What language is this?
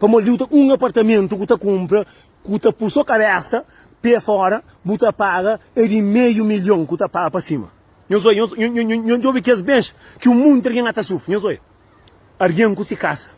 Kabuverdianu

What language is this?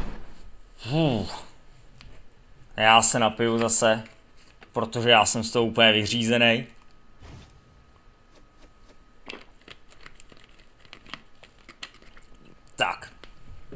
Czech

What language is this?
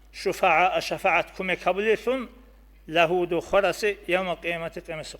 Avaric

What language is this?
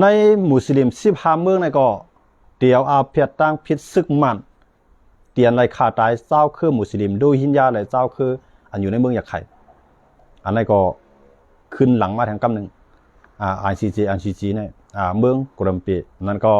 Shan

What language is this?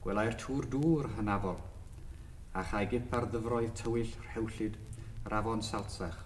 Welsh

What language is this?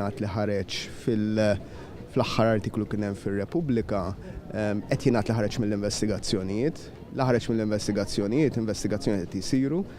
Maltese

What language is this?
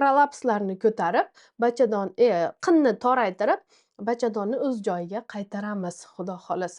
Uzbek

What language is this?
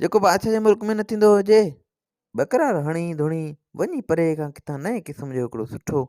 Sindhi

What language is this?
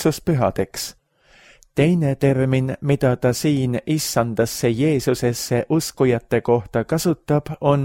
Estonian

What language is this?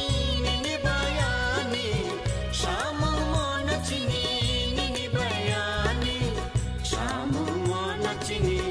Kok Borok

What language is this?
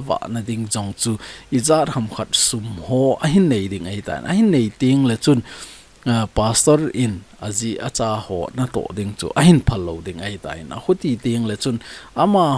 Thado Chin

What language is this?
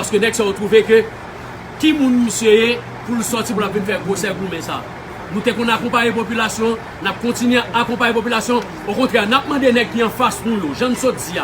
Haitian Creole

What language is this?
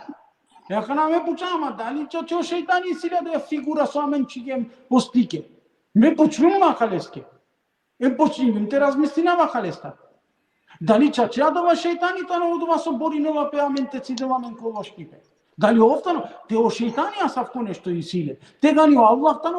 Balkan Romani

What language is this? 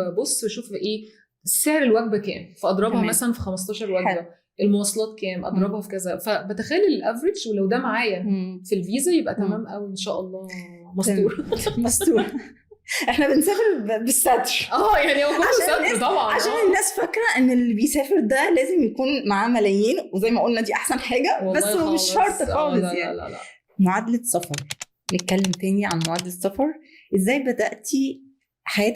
Egyptian Arabic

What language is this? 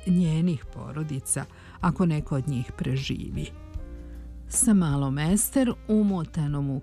Serbian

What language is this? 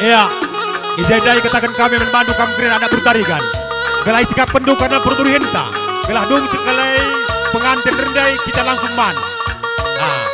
Batak Karo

